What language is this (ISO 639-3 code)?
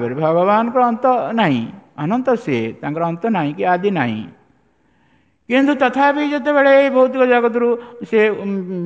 ori